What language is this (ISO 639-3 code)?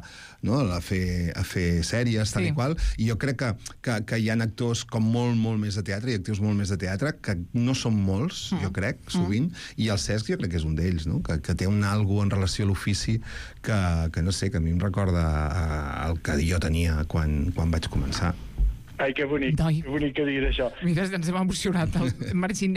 cat